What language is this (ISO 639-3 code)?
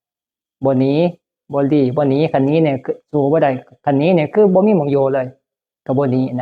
tts